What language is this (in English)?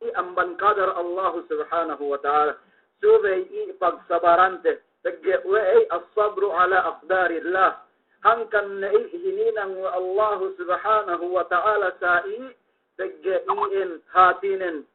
Yakan